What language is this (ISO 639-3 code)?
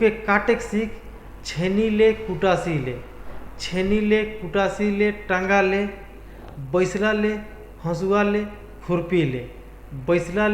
sck